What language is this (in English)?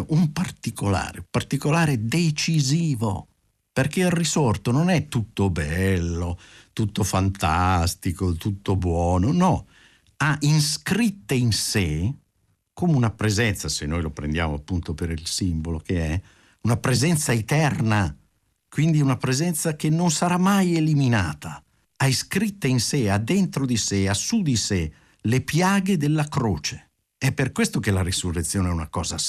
Italian